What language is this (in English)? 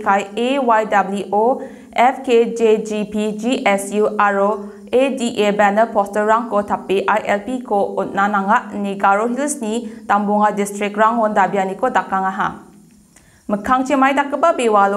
Garo